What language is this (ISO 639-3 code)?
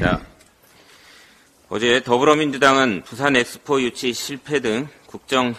kor